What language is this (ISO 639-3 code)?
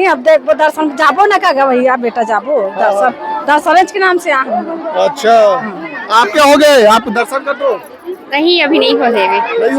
hne